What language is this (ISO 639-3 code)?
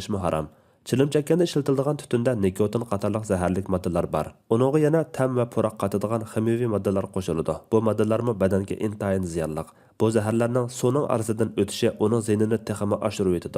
uig